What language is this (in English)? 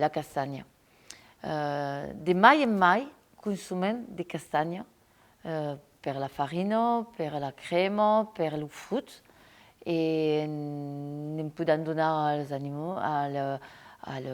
Occitan